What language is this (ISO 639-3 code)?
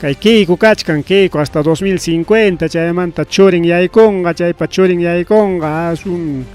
quy